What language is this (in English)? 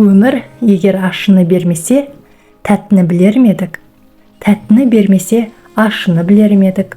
Kazakh